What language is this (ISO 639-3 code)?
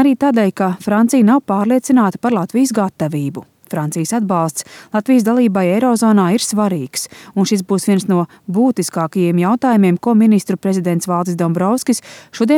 lav